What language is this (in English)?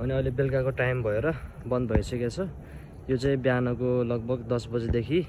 Nepali